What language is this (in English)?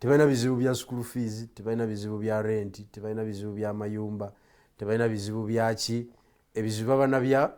Ganda